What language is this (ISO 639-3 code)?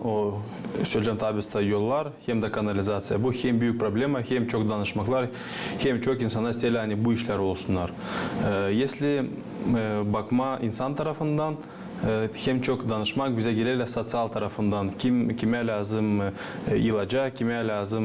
gag